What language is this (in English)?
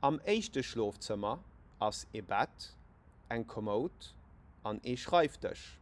Luxembourgish